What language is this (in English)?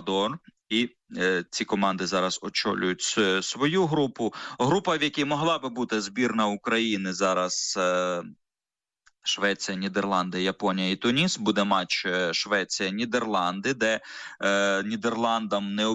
Ukrainian